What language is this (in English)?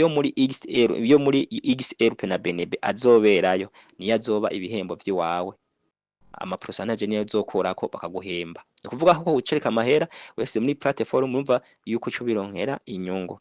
Rundi